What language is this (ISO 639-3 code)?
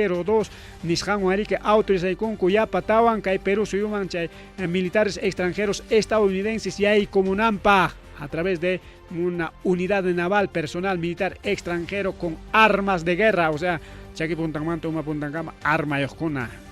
quy